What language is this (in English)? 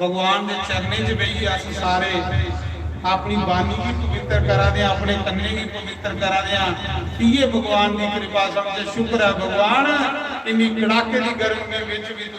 Dogri